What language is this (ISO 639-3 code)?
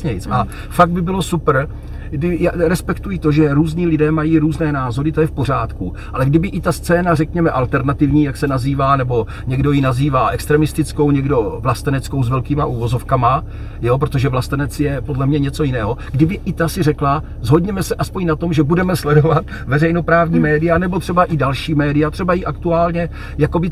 ces